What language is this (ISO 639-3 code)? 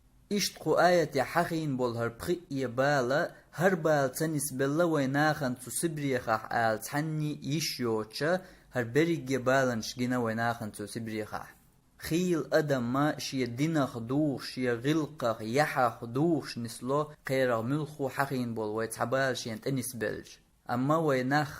che